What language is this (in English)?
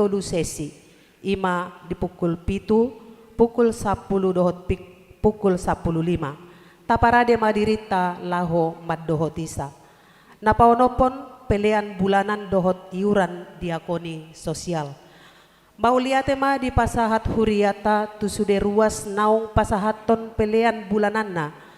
Batak Toba